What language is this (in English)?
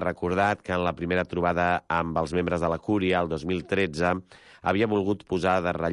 Catalan